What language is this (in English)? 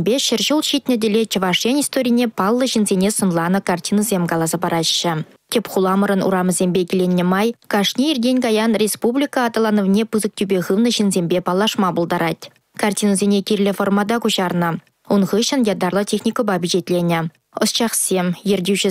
Chuvash